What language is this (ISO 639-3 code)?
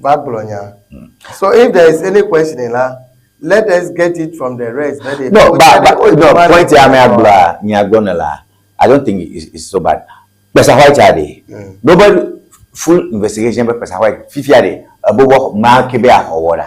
ewe